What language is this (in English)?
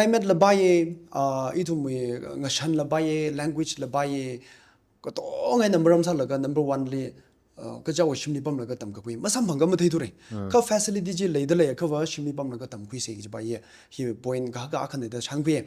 Tangkhul Naga (India)